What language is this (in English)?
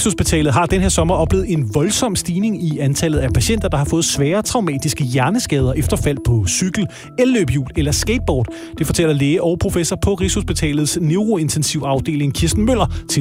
Danish